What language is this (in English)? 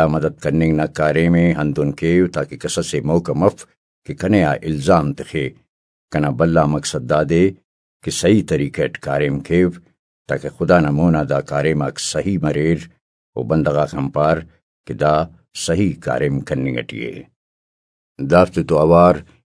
Brahui